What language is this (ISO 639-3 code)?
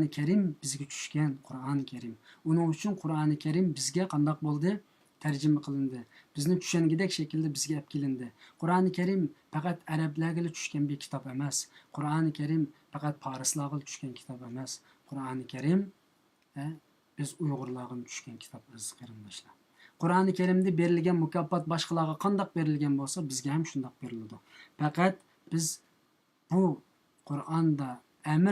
uig